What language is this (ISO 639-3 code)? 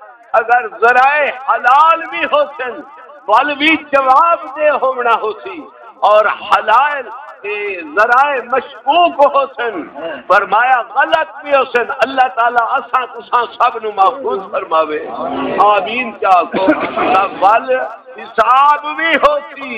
skr